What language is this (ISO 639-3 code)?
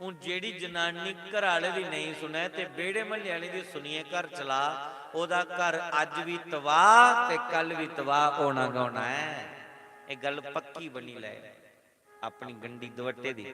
doi